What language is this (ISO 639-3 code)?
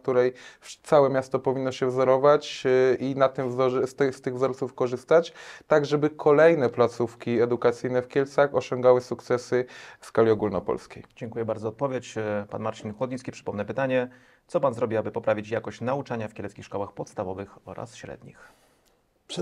pol